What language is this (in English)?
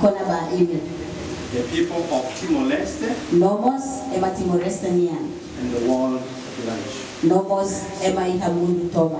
Tetum